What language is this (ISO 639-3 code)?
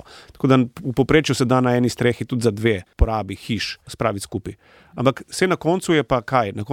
slv